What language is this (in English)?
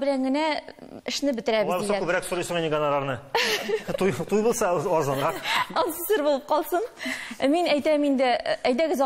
Tatar